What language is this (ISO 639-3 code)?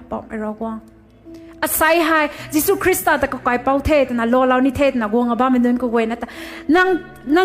nbu